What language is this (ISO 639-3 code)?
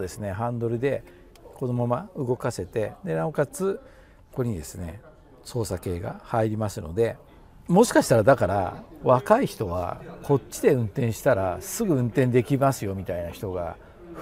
jpn